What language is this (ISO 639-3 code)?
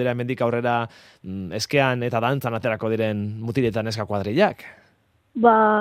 eus